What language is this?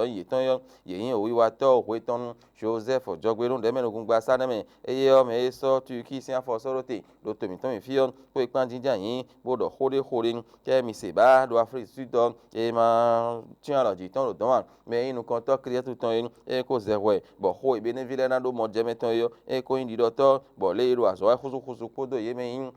Fon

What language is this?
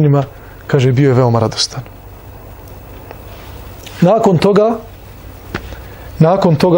Bosnian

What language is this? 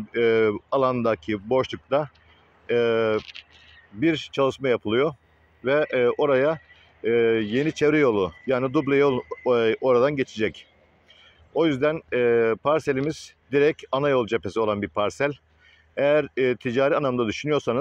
Turkish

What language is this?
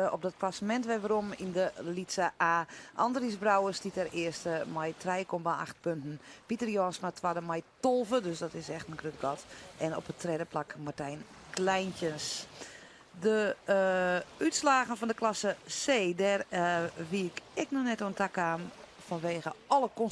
Western Frisian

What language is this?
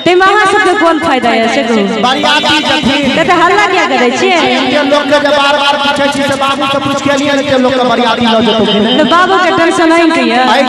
Maithili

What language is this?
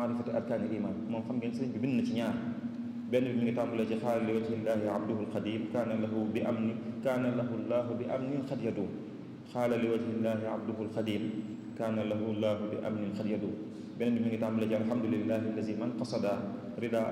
Wolof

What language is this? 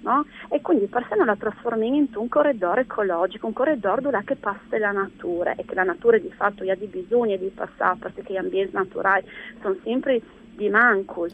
Friulian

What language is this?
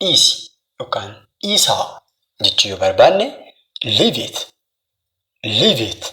Oromo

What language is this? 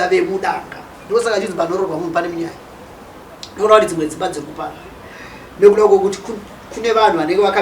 Shona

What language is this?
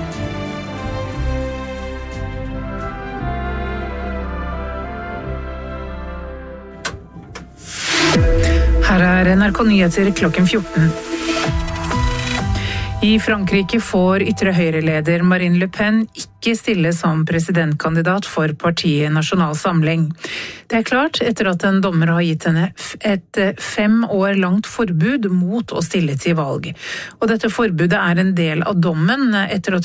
Norwegian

